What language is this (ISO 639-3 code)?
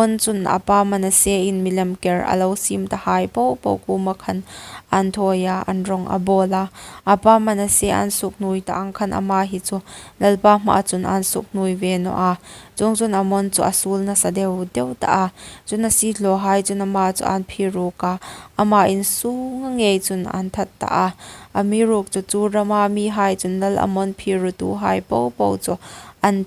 hmr